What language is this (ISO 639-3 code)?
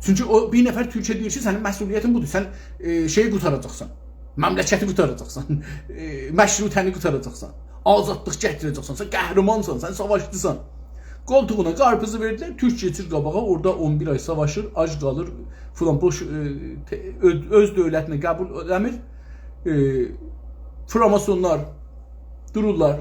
azb